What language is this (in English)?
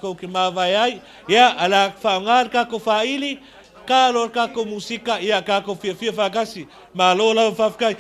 Samoan